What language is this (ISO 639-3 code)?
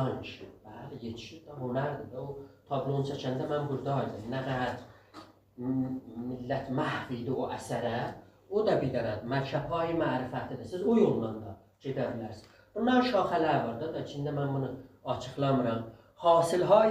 azb